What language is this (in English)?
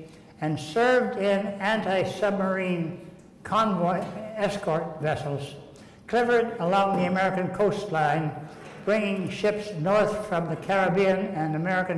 English